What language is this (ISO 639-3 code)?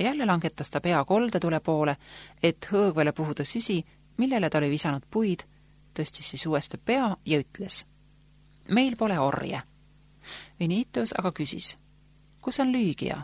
est